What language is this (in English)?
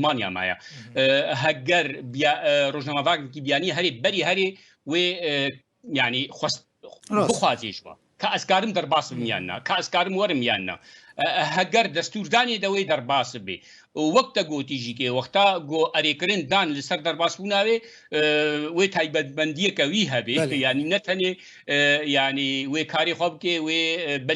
Kurdish